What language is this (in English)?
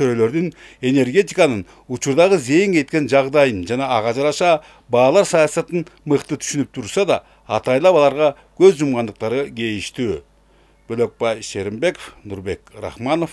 Kyrgyz